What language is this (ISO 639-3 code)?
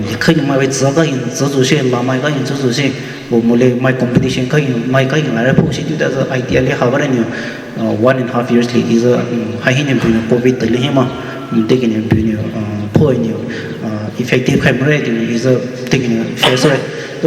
pmx